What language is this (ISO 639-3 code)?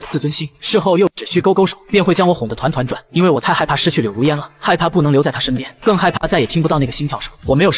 zho